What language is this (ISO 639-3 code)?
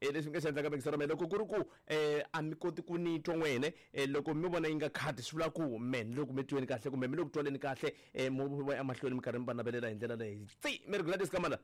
tso